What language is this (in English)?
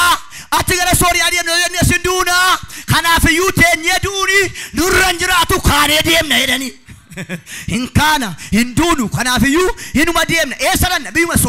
Oromo